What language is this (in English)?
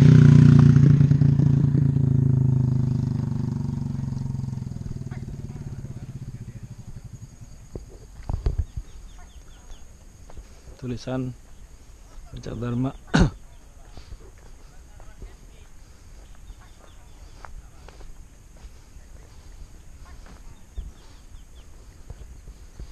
Sundanese